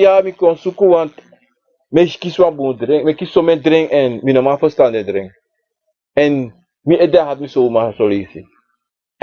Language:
Sranan Tongo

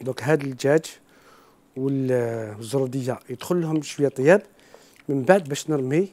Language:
Algerian Arabic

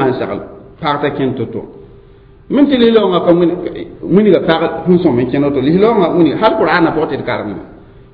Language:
Mossi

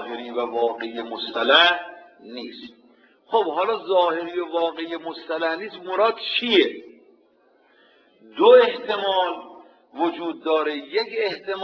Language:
Persian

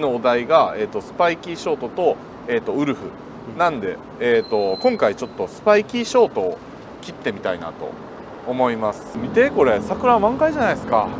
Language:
Japanese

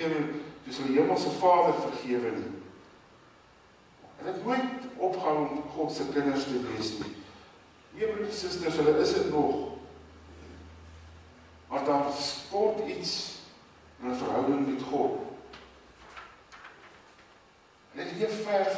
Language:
Afrikaans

